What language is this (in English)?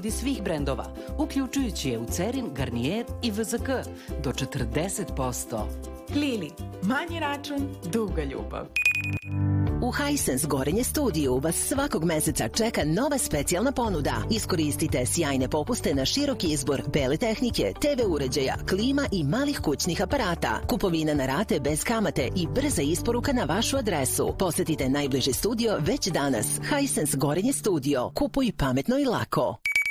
Serbian